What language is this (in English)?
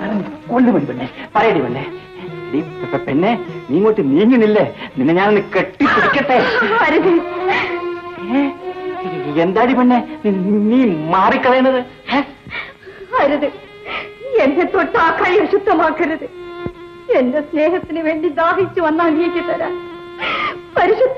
Malayalam